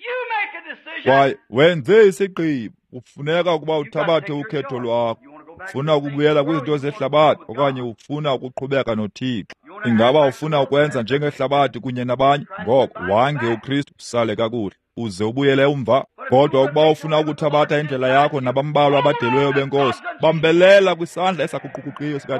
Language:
Xhosa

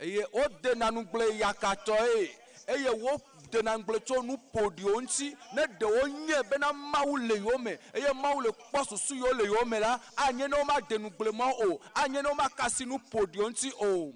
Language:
Ewe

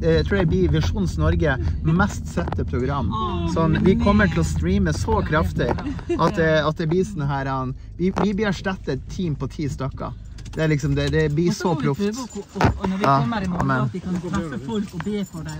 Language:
Norwegian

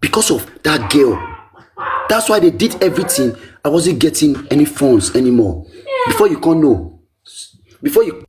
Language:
Nigerian Pidgin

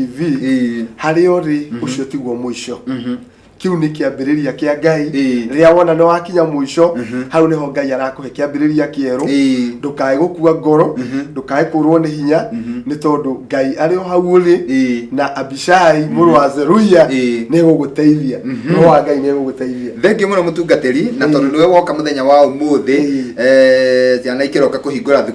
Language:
Kikuyu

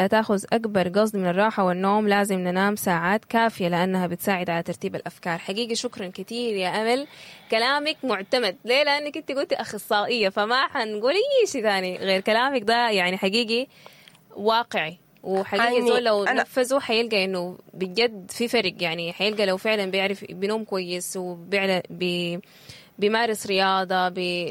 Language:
Sudanese Arabic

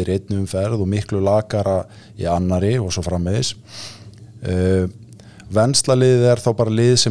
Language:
Icelandic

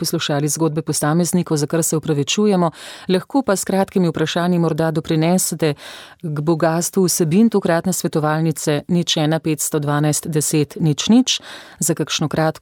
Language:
Slovenian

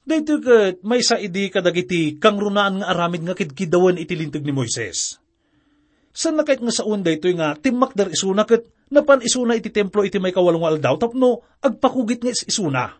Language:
Iloko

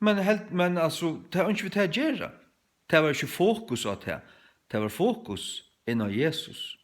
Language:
Faroese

